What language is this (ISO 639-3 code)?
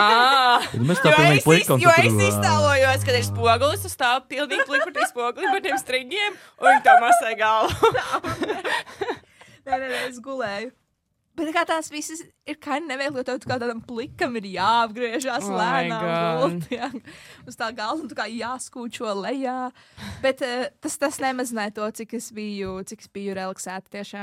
lav